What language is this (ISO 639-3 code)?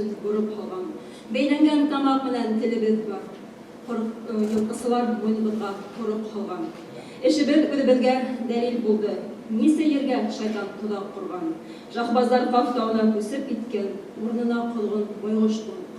bak